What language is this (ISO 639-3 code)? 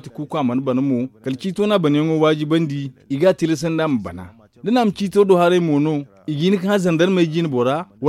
dje